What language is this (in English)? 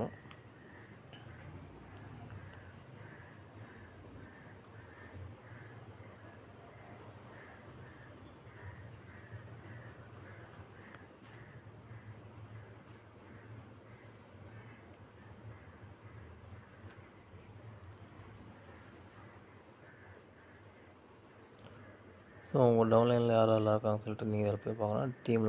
Tamil